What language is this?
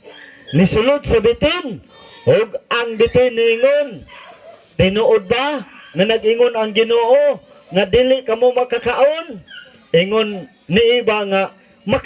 Cebuano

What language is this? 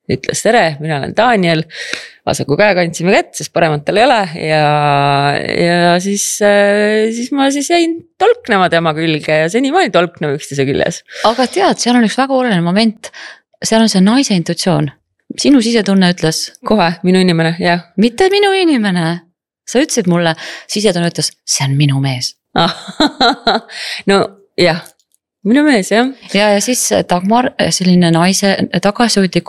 Estonian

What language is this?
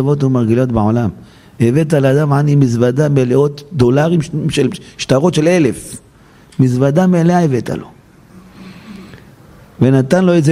Hebrew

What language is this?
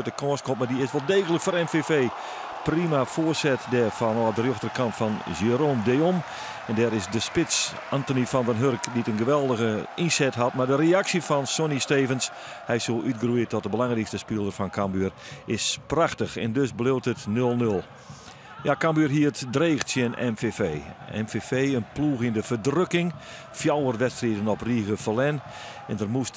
Western Frisian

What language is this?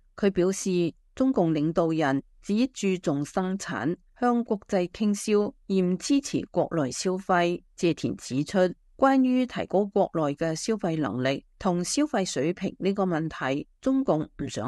Cantonese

